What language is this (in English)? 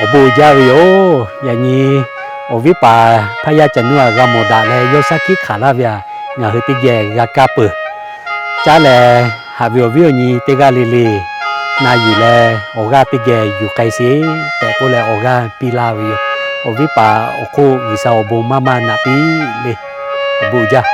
Lahu